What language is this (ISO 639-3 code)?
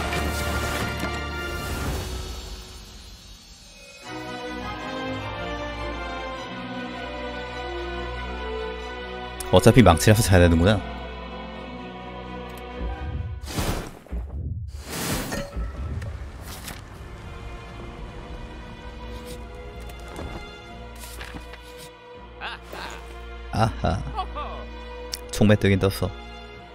kor